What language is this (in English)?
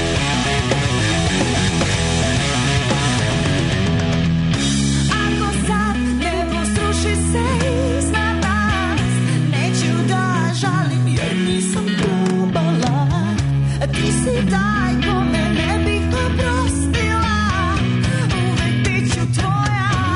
Serbian